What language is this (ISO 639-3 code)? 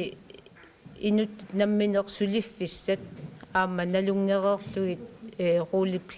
kal